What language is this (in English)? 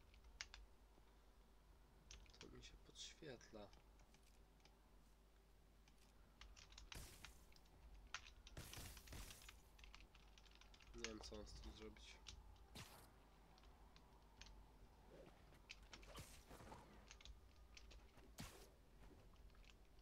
Polish